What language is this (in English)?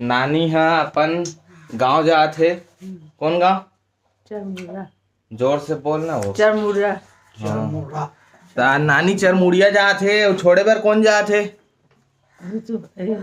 Chhattisgarhi